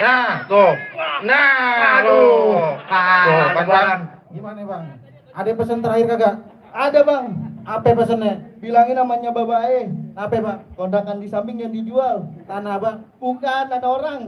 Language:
Betawi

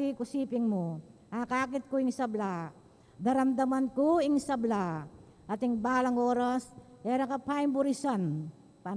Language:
Pampanga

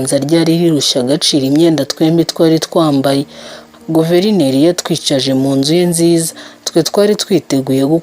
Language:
Kinyarwanda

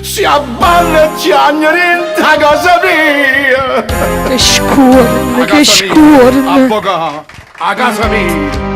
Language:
Neapolitan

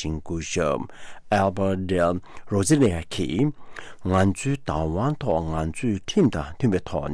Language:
Tibetan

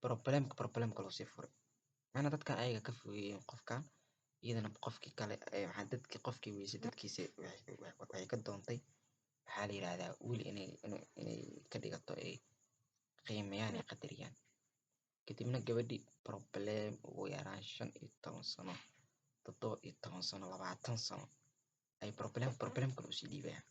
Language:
Somali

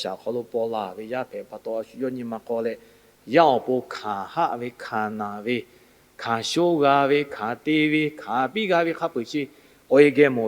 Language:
Lahu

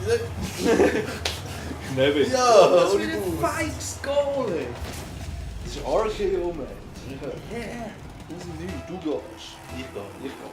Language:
Swiss German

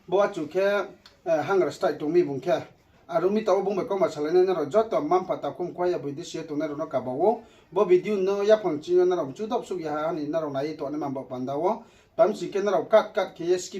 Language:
Riang (India)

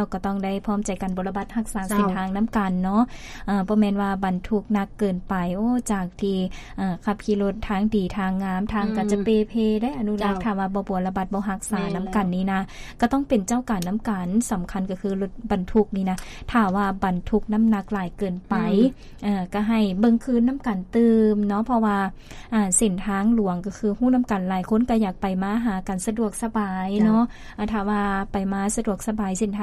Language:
Lao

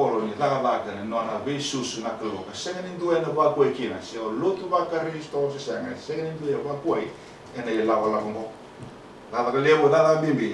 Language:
Fijian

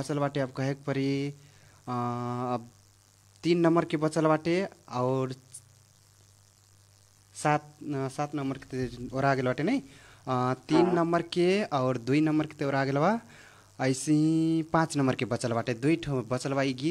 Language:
Bhojpuri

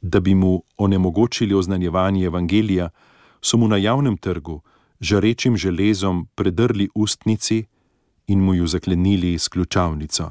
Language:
Slovenian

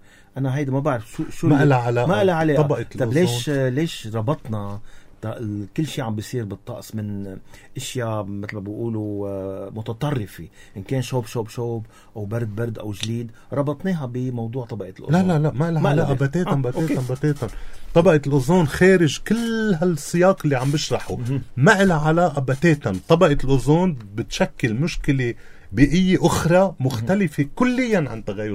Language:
North Levantine Arabic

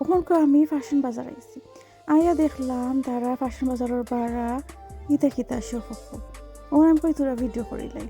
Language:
Sylheti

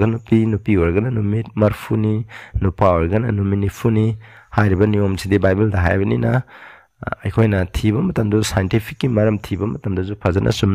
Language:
Manipuri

